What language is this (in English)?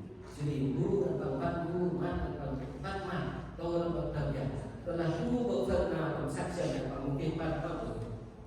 Central Mnong